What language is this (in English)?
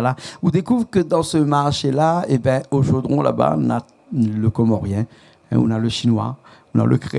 Réunion Creole French